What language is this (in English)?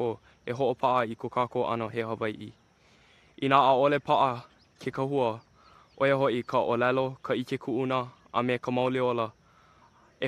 Hawaiian